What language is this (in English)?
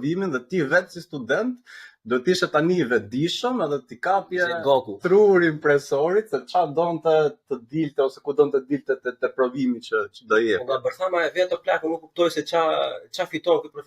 Albanian